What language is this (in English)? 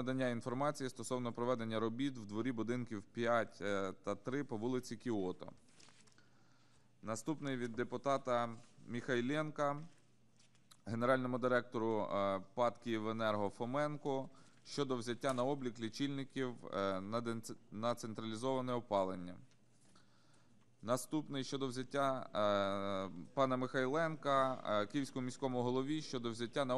Ukrainian